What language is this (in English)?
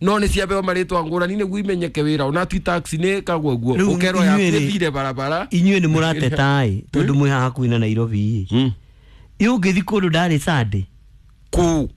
Kikuyu